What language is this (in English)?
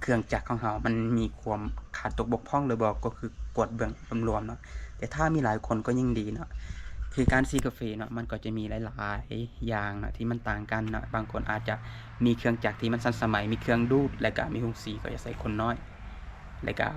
Lao